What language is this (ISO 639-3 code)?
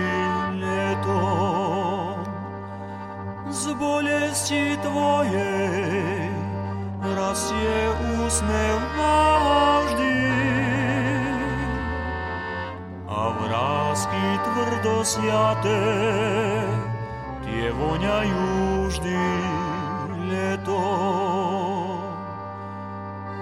slk